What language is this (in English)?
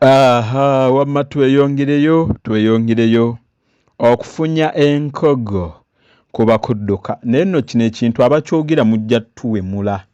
Ganda